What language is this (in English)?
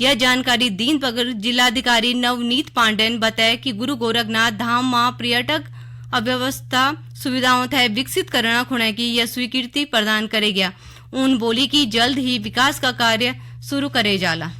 Garhwali